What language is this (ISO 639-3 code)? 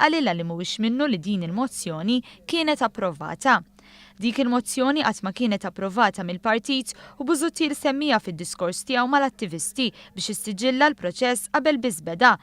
mlt